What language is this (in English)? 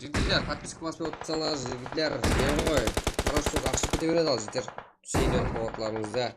Kara-Kalpak